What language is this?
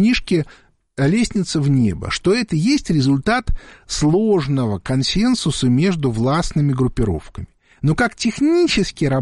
Russian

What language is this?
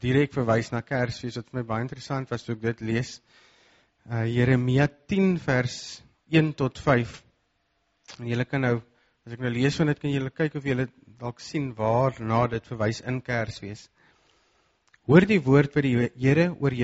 Afrikaans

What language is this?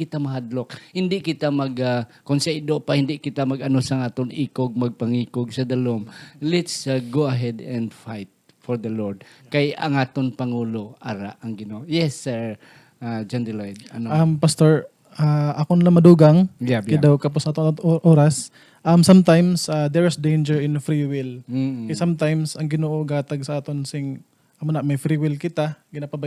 Hiligaynon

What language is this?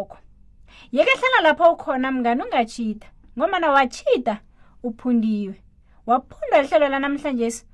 South Ndebele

